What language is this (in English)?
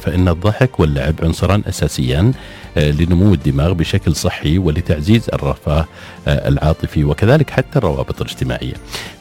Arabic